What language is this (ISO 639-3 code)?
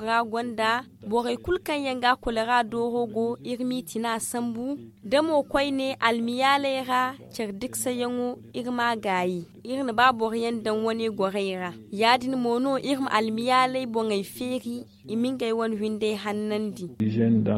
dje